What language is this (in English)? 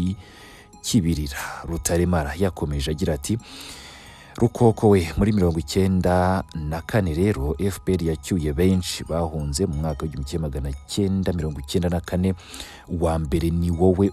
Kinyarwanda